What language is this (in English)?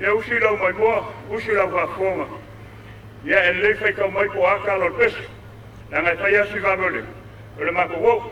Samoan